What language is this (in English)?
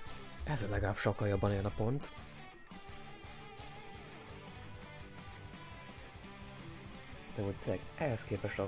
Hungarian